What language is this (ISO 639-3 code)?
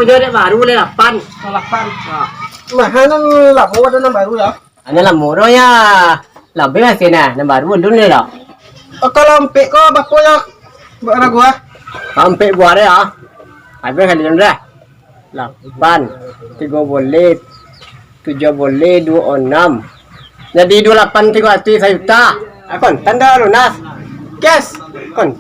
min